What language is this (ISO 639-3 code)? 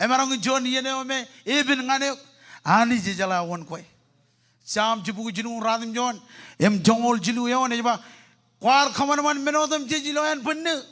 mah